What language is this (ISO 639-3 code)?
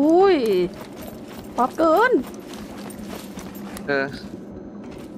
tha